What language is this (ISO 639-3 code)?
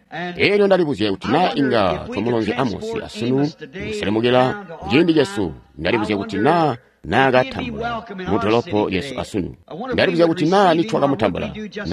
toi